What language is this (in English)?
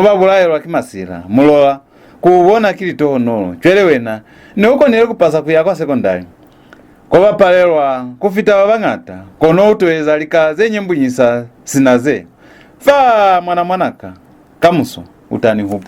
Lozi